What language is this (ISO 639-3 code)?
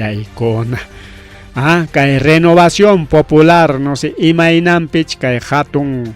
quy